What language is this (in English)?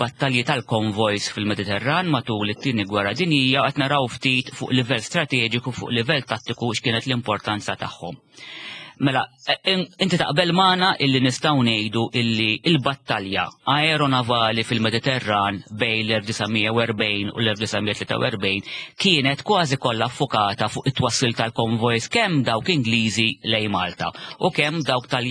Maltese